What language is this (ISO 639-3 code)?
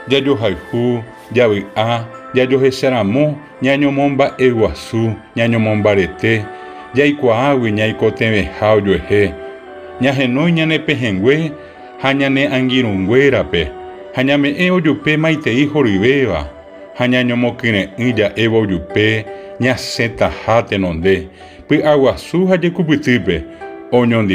grn